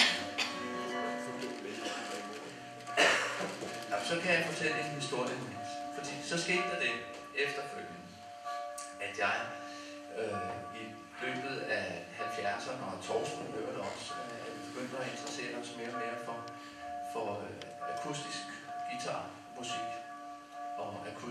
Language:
Danish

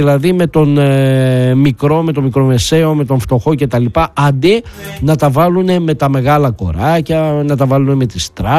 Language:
Greek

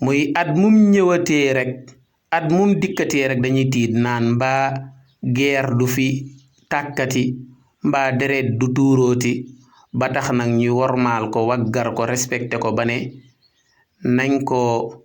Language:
Wolof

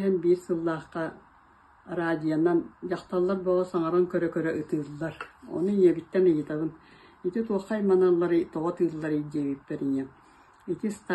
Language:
Yakut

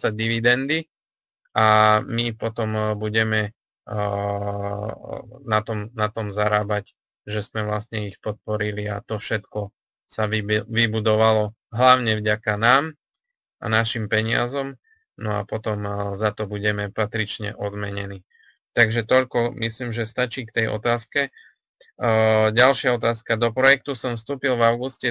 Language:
Slovak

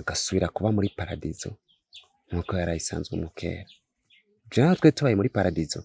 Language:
Rundi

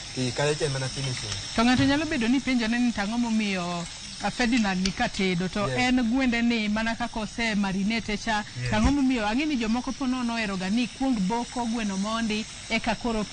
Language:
Luo (Kenya and Tanzania)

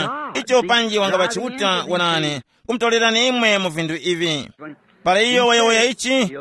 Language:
Tumbuka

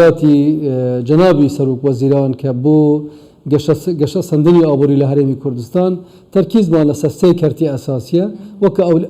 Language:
Central Kurdish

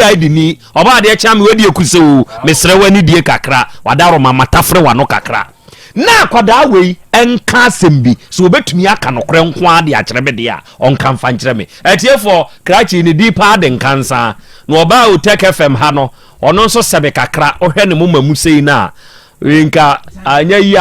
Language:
Akan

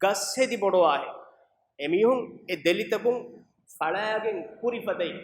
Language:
Divehi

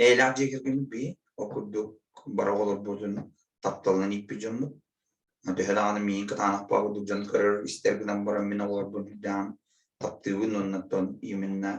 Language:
Yakut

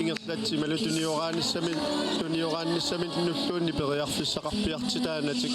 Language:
Kalaallisut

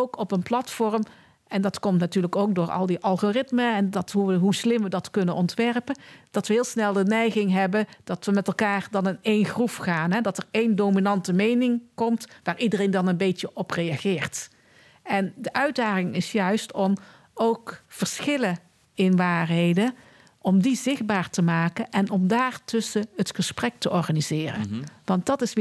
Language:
Dutch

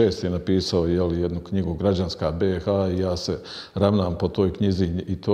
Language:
Bosnian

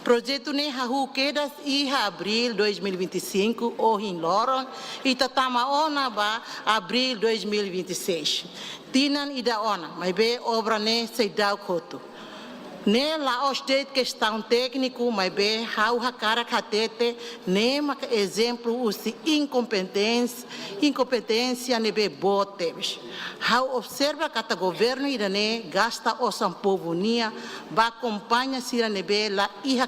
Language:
Tetum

